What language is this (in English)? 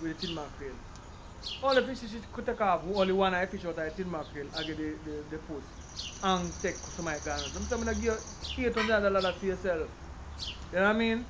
Jamaican Creole English